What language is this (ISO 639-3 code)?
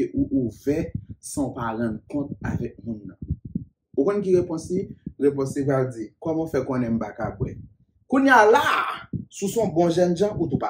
hat